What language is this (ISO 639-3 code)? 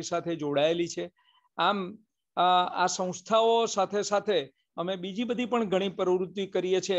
guj